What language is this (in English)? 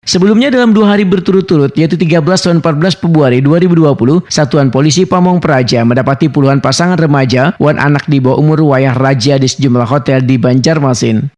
Banjar